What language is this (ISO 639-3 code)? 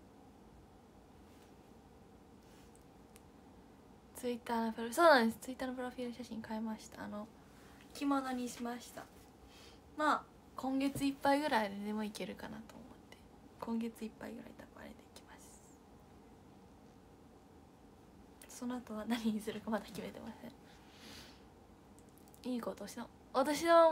jpn